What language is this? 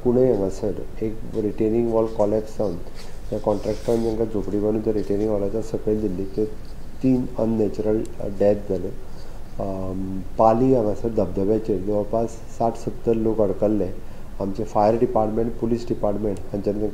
Konkani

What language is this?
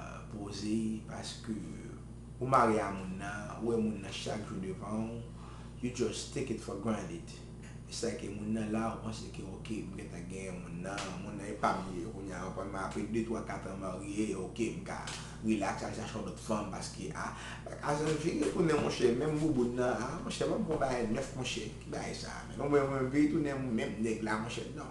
Haitian Creole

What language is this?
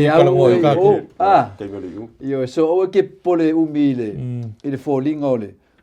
Samoan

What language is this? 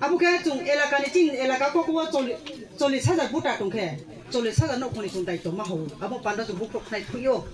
Kok Borok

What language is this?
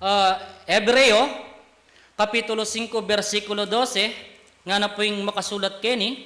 Pampanga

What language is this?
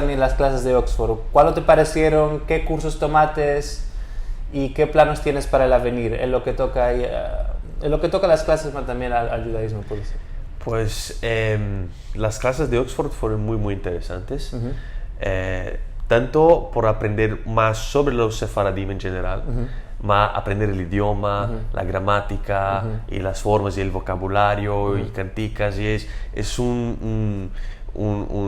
Ladino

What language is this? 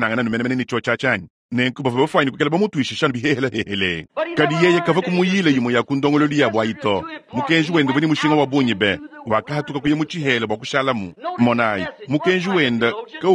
Luba-Lulua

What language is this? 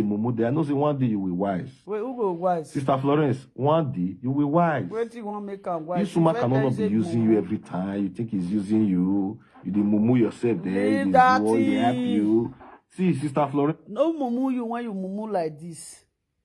Nigerian Pidgin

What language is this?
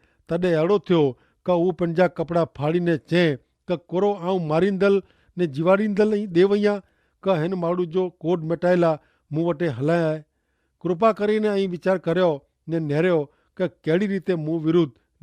Kachhi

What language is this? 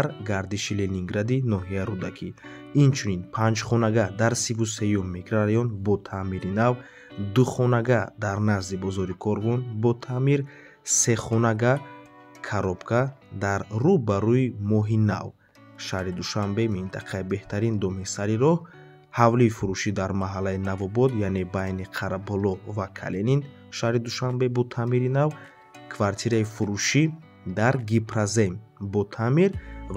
Tajik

